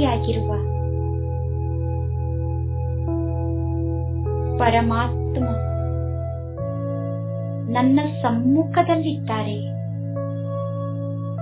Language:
Kannada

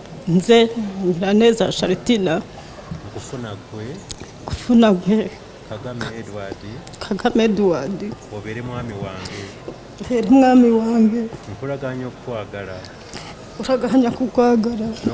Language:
Ganda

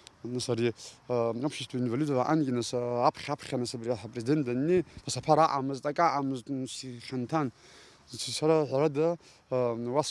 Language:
Abkhazian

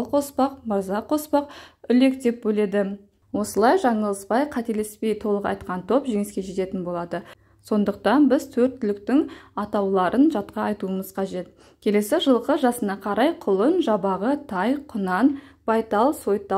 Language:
Kazakh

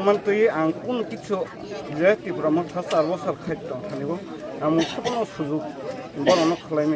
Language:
Kok Borok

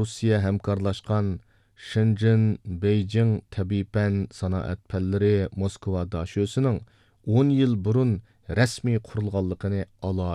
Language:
Uyghur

